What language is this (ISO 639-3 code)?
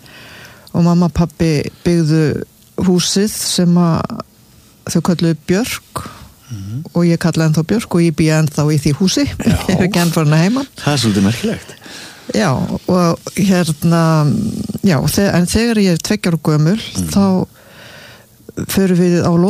isl